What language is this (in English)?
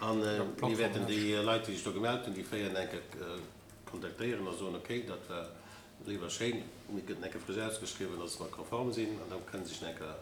Luxembourgish